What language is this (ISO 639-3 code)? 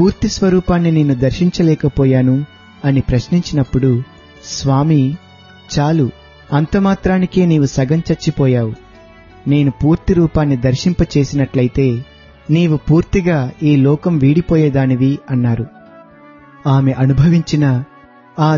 tel